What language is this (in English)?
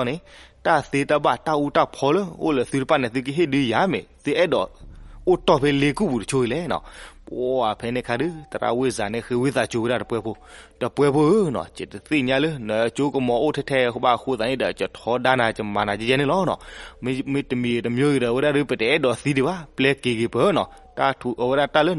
S'gaw Karen